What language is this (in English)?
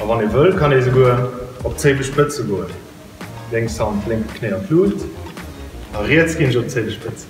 Luxembourgish